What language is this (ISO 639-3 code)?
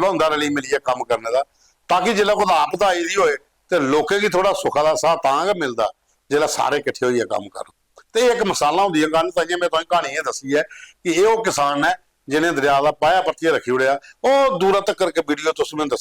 doi